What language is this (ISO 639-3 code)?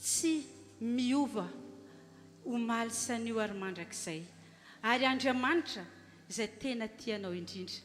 mlg